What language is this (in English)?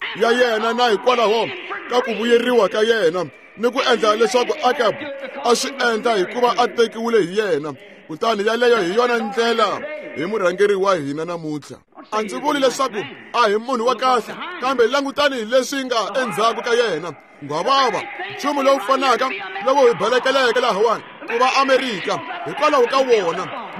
Tsonga